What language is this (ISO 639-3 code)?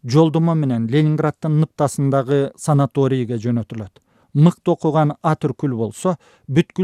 kir